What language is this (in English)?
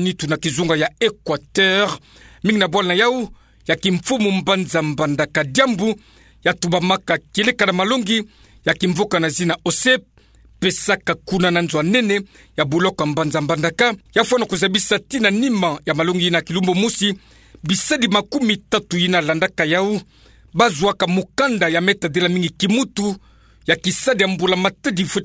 Kituba (Democratic Republic of Congo)